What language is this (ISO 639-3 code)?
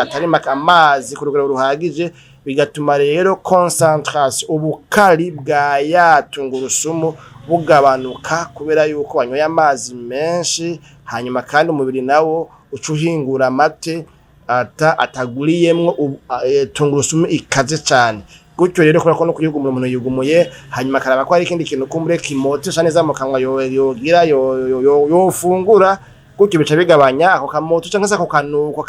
run